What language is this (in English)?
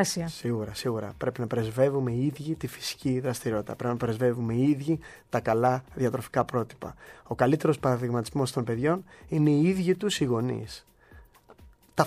Greek